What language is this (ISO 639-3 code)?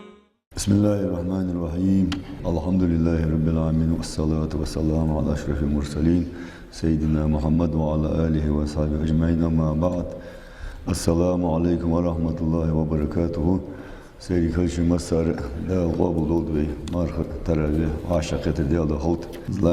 inh